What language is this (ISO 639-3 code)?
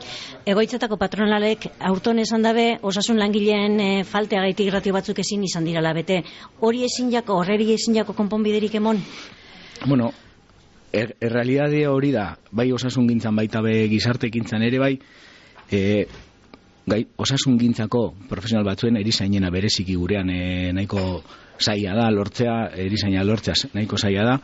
eus